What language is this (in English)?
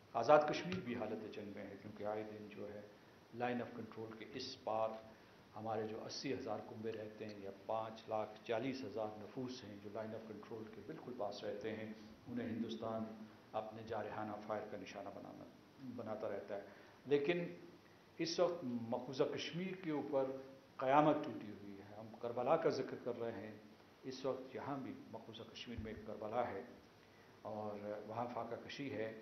Urdu